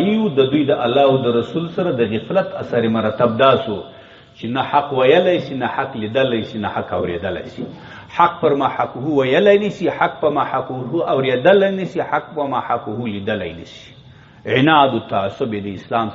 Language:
Pashto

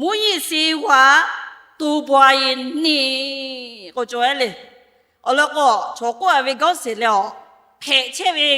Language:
Lahu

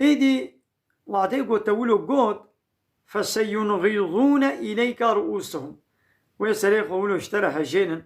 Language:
Kurdish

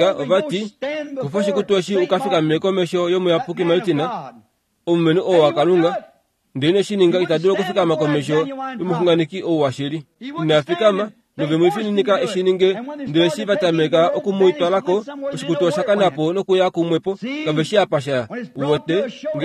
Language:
Kuanyama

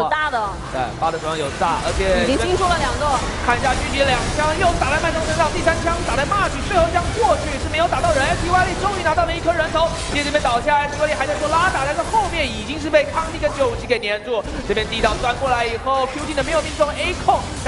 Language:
Chinese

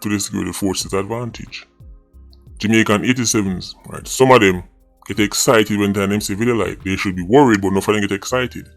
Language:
Jamaican Creole English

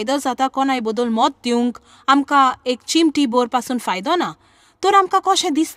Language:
Konkani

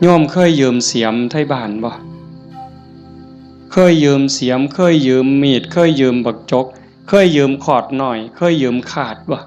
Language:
Northeastern Thai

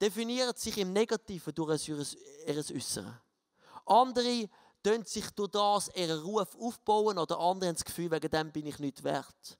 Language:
Swiss German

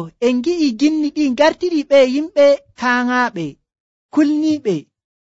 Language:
Nigerian Fulfulde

